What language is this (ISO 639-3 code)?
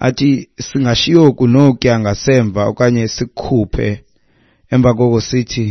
xho